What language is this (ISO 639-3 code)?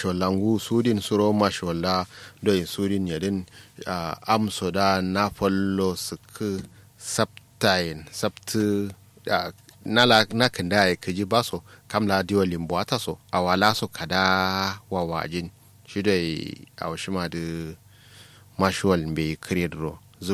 kau